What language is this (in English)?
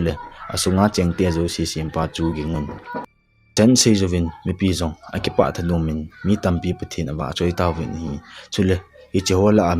Thado Chin